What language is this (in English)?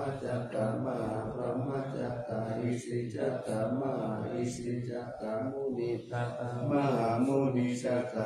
Pali